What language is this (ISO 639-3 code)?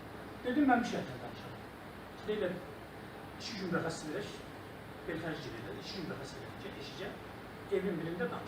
azb